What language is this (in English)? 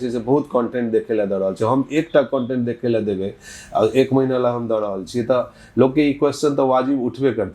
Maithili